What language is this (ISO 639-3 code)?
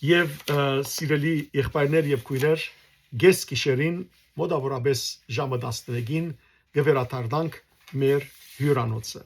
hyw